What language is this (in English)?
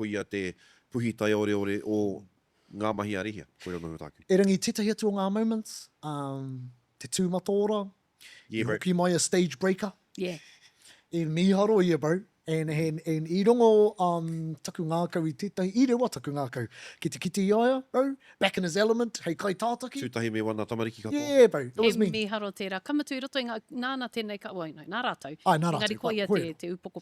Māori